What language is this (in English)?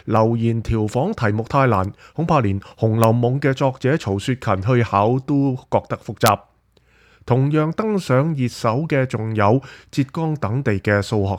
Cantonese